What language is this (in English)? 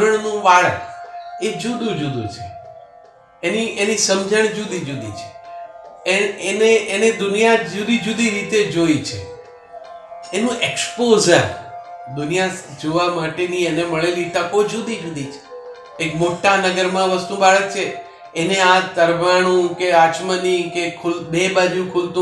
Gujarati